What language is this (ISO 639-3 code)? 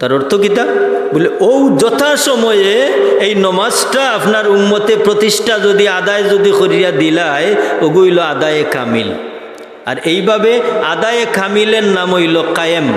syl